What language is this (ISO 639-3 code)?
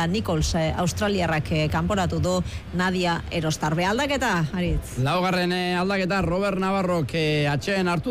eus